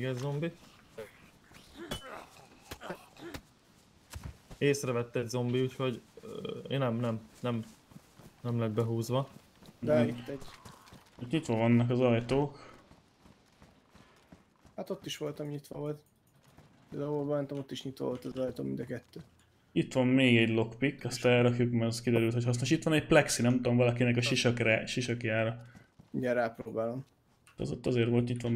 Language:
Hungarian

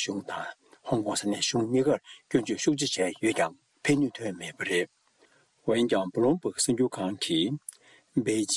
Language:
Tibetan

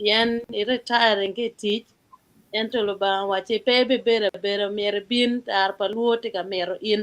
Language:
Acoli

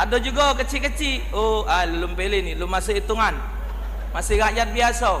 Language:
Musi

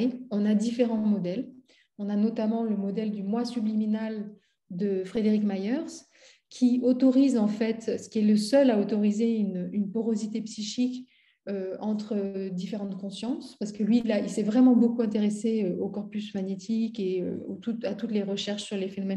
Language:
French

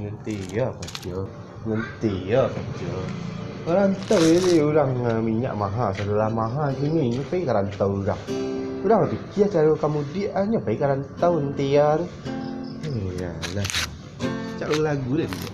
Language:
Minangkabau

